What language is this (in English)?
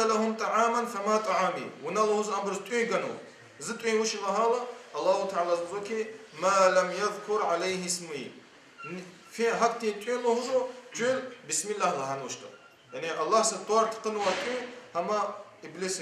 Lezghian